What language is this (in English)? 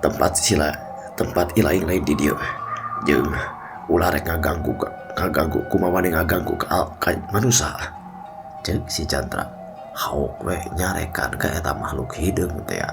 Sundanese